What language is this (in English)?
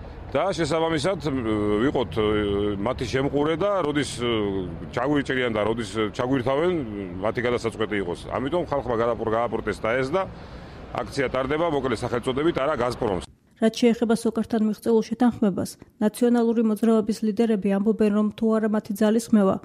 Georgian